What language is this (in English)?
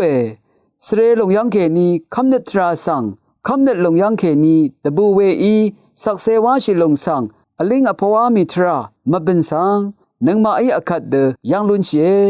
Rawang